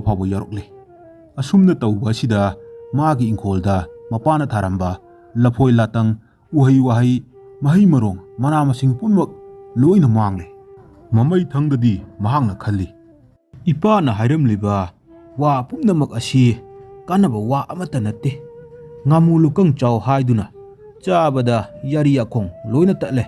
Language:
Manipuri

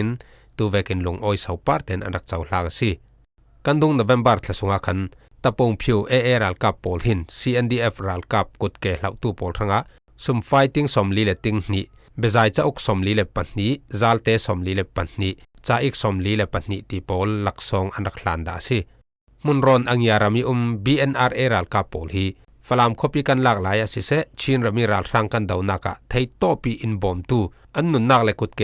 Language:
Falam Chin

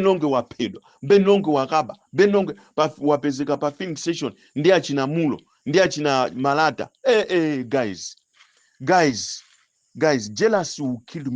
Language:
Nyanja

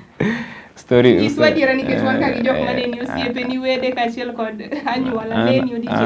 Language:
Luo (Kenya and Tanzania)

